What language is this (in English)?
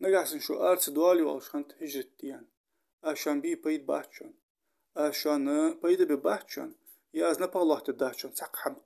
Ingush